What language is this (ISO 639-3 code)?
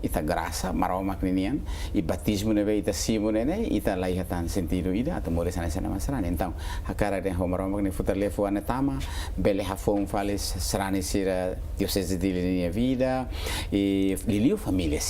tet